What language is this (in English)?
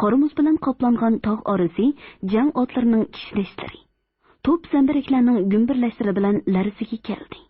Uyghur